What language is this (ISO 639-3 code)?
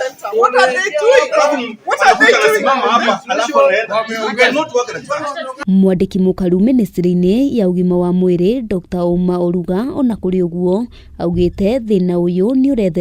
kik